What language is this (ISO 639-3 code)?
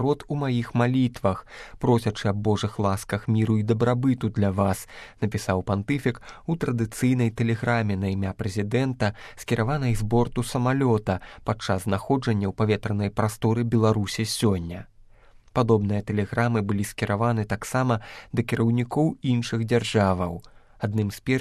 bel